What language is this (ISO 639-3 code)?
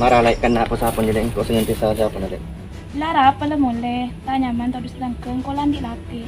mad